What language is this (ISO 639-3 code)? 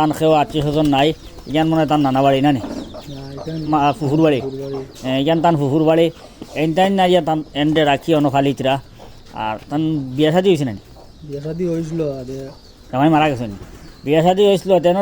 syl